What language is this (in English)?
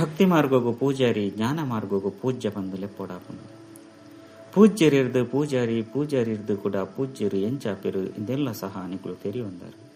Tulu